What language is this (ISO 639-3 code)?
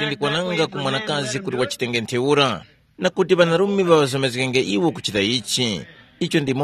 tum